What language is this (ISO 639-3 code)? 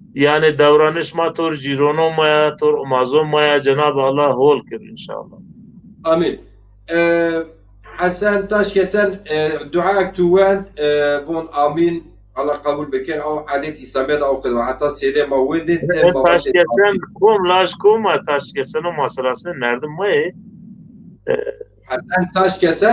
zza